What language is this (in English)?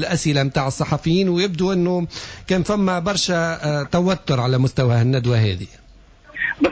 Tunisian Arabic